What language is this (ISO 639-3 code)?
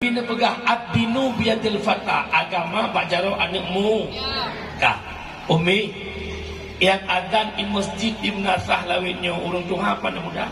ace